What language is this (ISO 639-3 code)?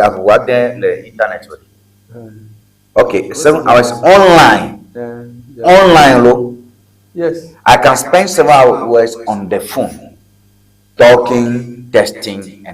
ewe